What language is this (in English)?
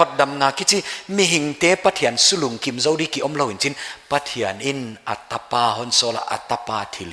Paite Chin